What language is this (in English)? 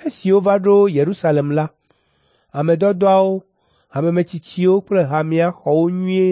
Ewe